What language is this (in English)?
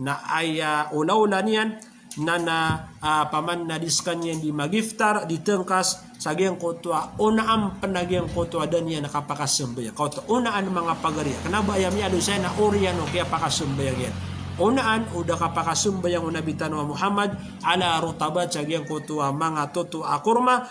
Maranao